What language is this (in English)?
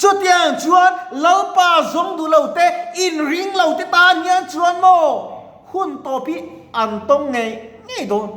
Mizo